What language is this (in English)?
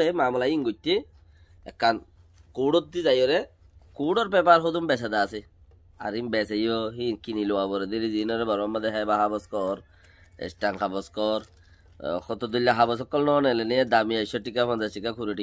Rohingya